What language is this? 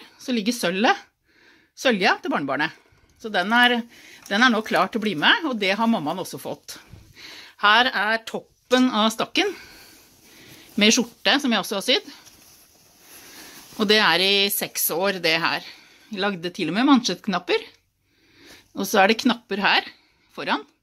Norwegian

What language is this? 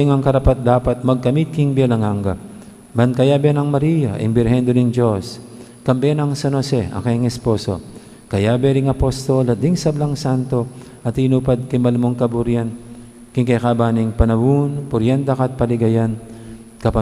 Pampanga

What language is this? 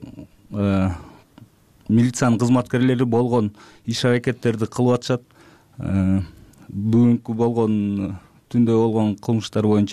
Kyrgyz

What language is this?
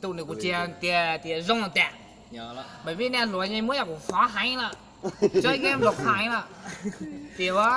Hmong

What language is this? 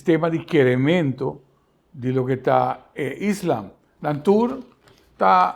Papiamento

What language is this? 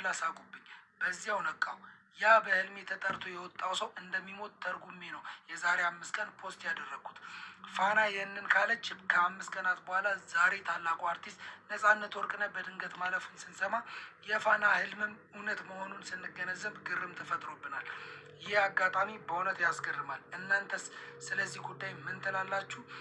Amharic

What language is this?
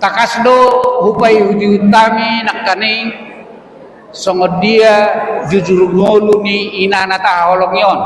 Batak Toba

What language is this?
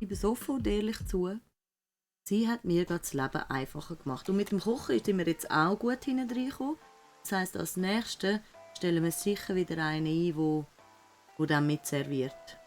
Swiss German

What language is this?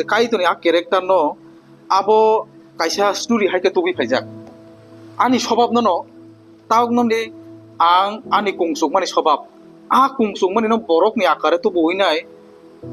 Kok Borok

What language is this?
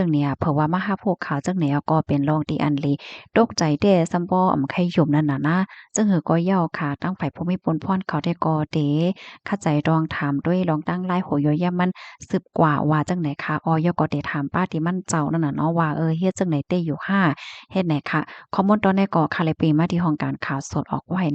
Shan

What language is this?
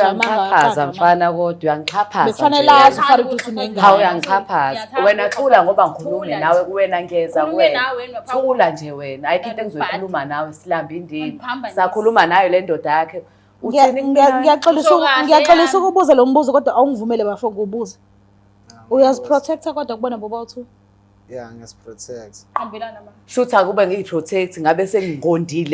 Zulu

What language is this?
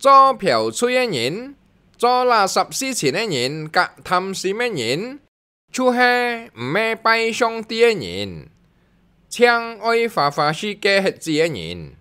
Hakka Chinese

